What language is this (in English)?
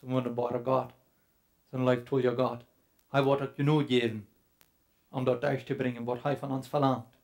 Plautdietsch